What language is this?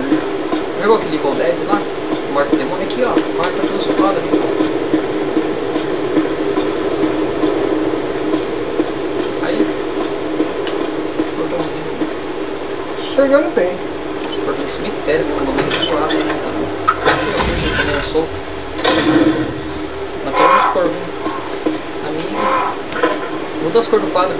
Portuguese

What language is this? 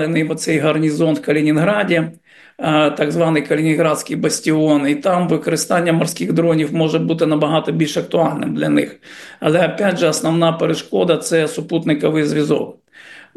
Ukrainian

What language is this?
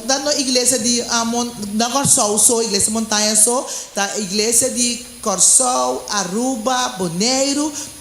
Papiamento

